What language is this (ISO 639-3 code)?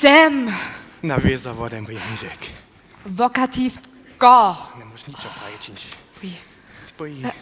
hsb